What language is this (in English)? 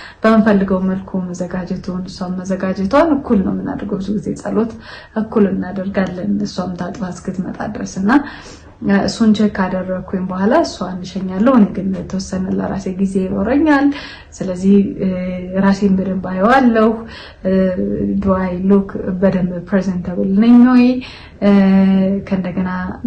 Amharic